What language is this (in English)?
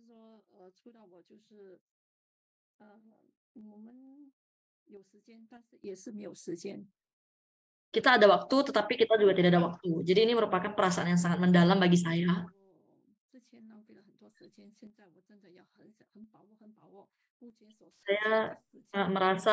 Indonesian